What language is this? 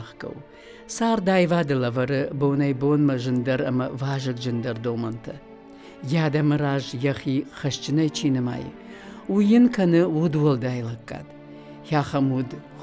Ossetic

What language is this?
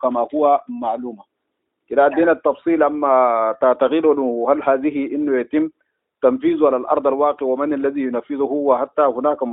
Sudanese Arabic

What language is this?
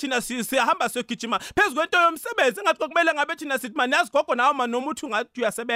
South Ndebele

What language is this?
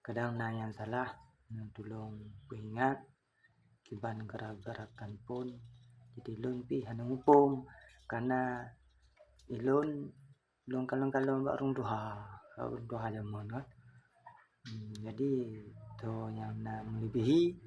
Achinese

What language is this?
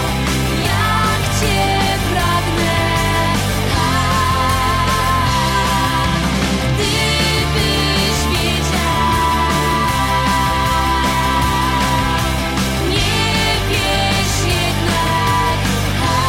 Polish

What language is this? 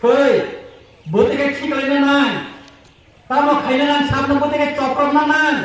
Kok Borok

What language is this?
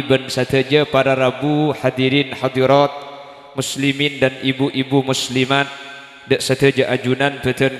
Madurese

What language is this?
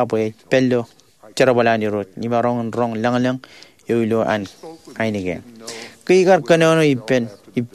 Marshallese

